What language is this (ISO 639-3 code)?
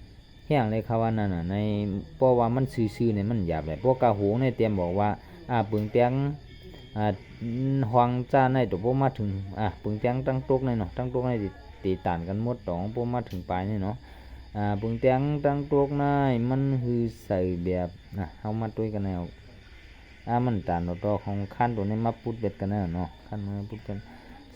shn